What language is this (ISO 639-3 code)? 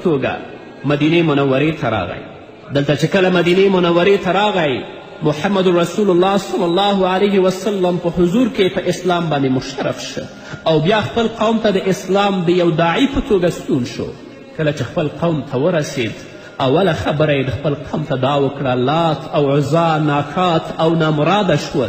pus